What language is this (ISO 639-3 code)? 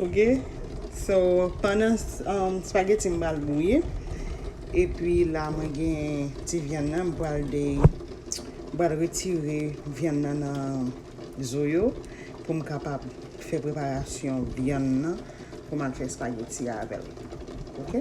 hat